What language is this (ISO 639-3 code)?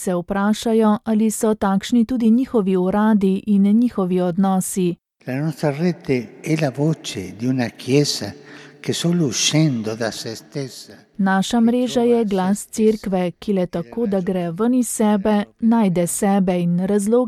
slv